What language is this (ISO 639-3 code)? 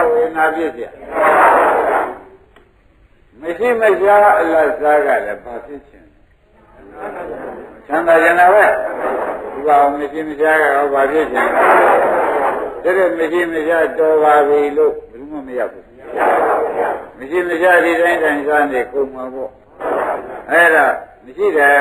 mya